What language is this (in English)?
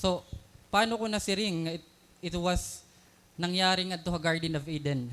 Waray